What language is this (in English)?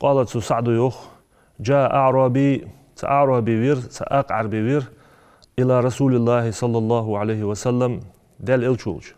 Ingush